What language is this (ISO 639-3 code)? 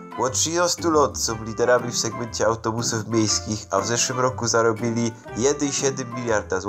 szl